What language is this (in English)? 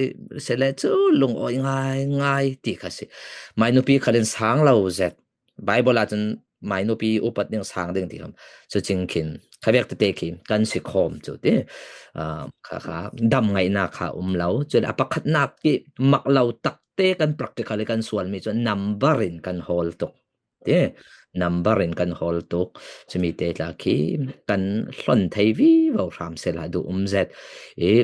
Falam Chin